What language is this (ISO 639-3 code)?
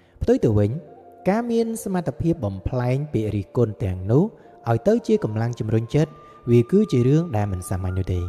khm